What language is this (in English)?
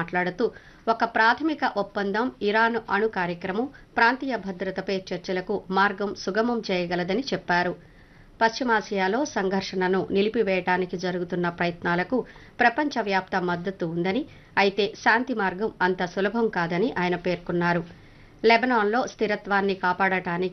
Telugu